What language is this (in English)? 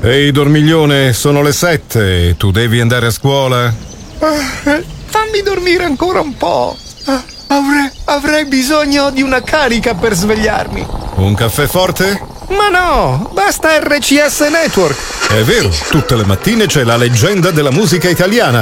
Italian